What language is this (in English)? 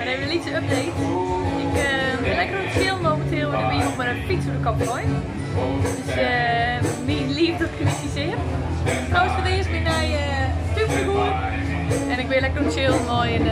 Western Frisian